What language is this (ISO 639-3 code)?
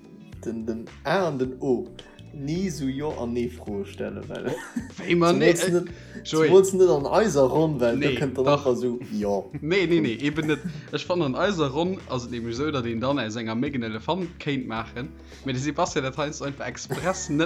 ltz